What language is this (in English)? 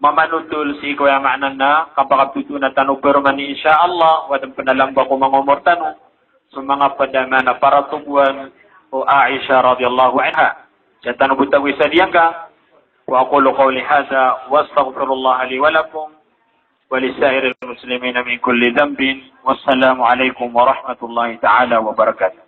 Maranao